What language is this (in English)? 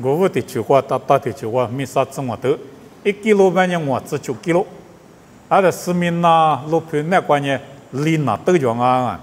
Lisu